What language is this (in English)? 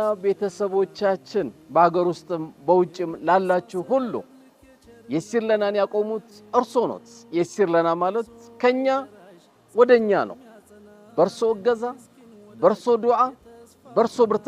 Amharic